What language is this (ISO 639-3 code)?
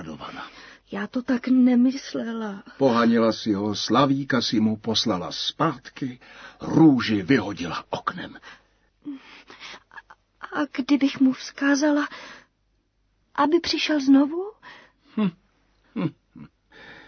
ces